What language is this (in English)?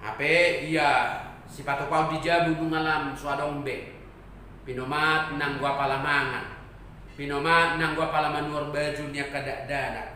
Batak Toba